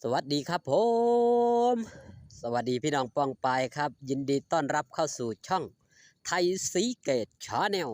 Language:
Northeastern Thai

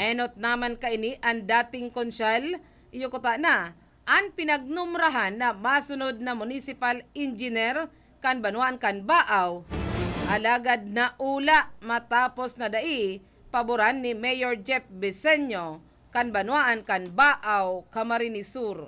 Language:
Bikol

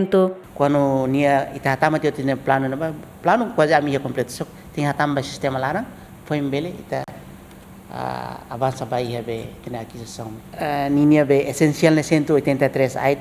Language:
Tetum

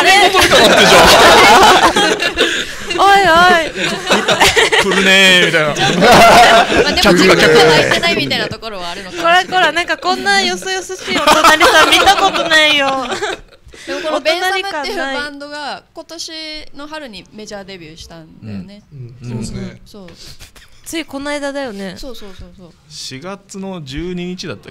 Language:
Japanese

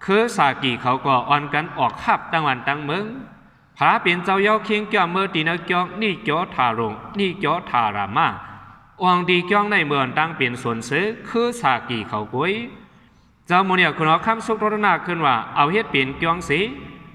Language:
Shan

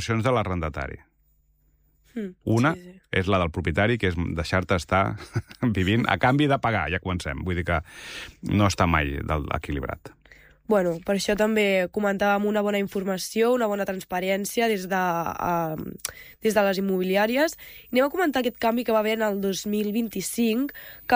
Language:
Catalan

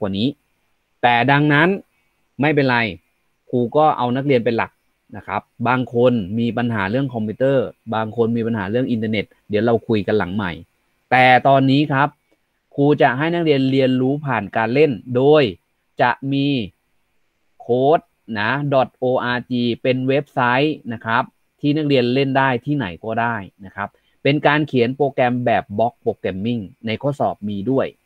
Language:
Thai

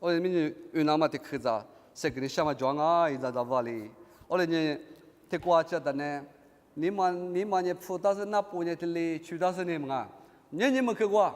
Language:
Lisu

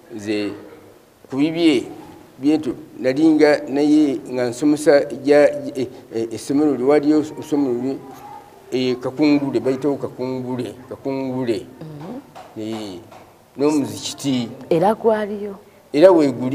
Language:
Ganda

